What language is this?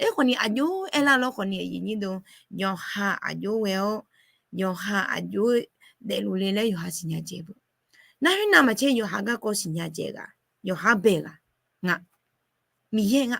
Akha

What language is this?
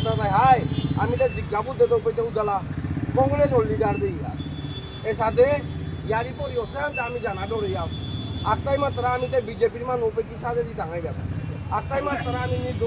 Bishnupriya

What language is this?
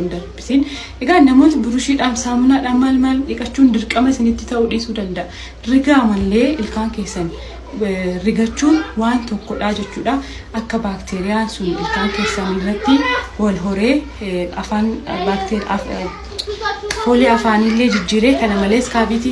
Oromo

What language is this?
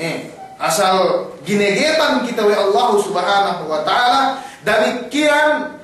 Yakan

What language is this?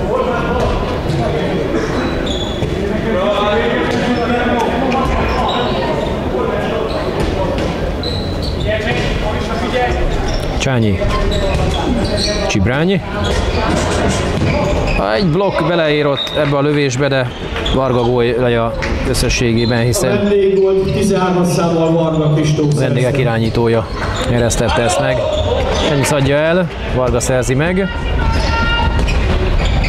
Hungarian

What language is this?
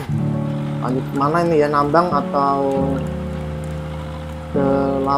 Indonesian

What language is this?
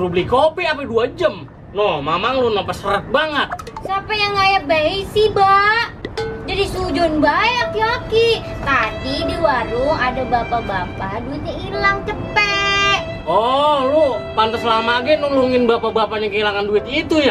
Betawi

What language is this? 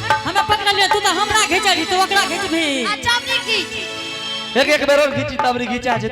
Angika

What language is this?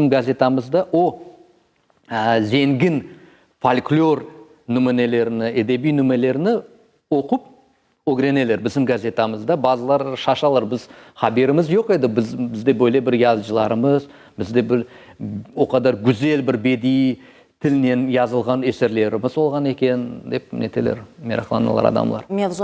Crimean Tatar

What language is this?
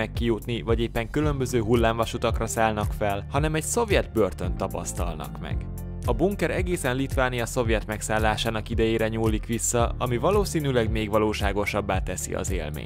Hungarian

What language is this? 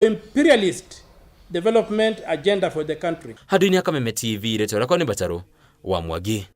Kikuyu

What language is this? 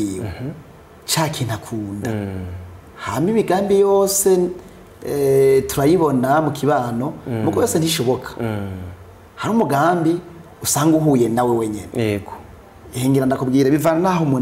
Rundi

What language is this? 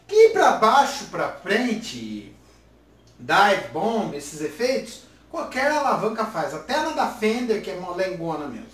Portuguese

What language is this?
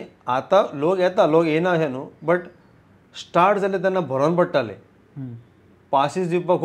Konkani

